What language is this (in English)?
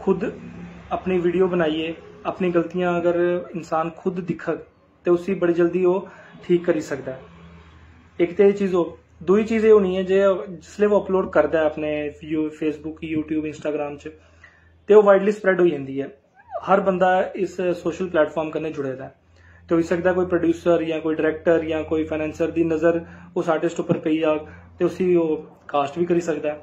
Dogri